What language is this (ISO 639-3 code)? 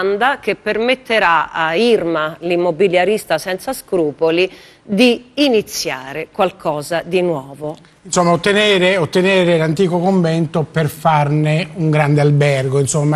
ita